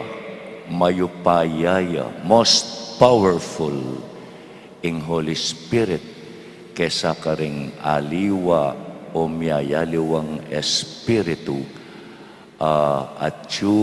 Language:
Pampanga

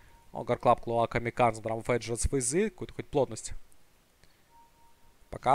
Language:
Russian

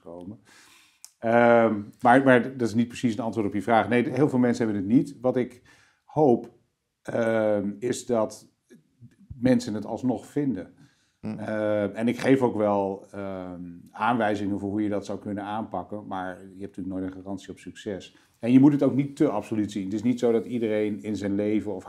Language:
Dutch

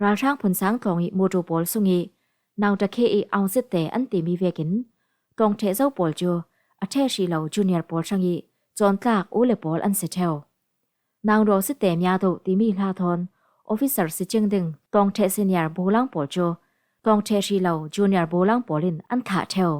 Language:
Falam Chin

